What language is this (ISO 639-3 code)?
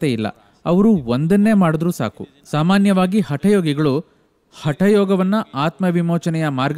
kan